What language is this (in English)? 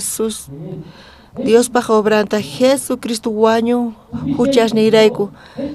South Bolivian Quechua